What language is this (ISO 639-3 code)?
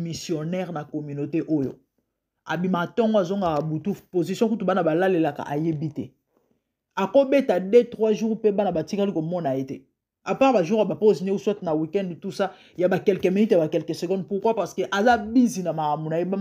lin